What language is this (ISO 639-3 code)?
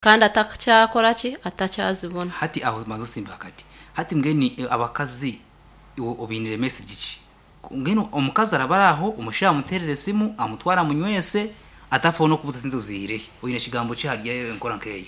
nyn